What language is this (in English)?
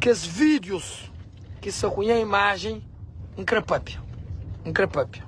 Kabuverdianu